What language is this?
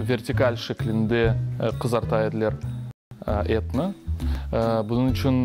Crimean Tatar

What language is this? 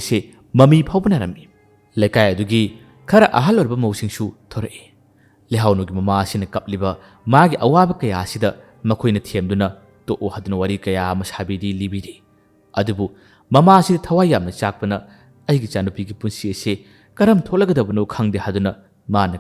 Manipuri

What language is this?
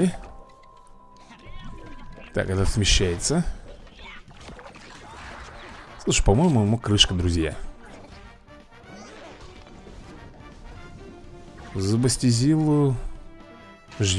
Russian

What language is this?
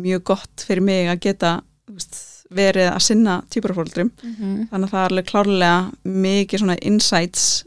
Icelandic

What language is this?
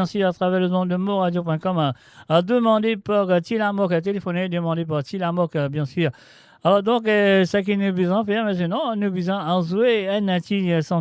Morisyen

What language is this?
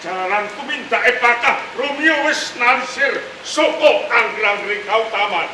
Javanese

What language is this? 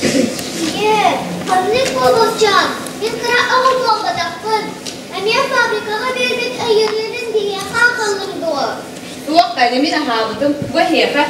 Yakut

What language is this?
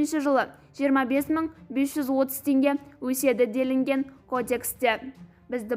Kazakh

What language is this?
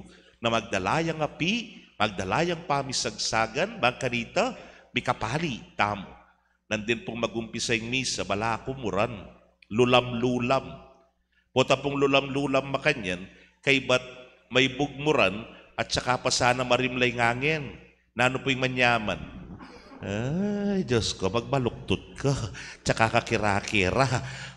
Pampanga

